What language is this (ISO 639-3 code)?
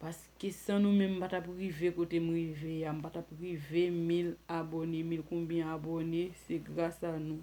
hat